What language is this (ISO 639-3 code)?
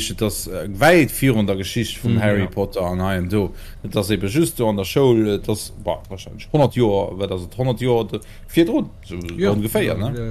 ltz